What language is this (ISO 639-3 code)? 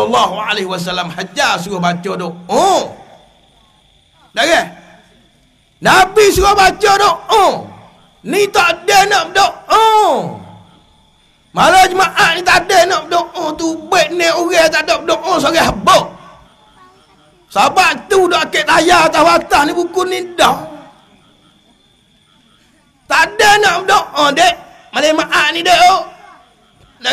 msa